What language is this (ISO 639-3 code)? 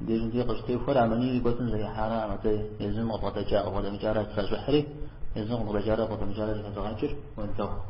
kbd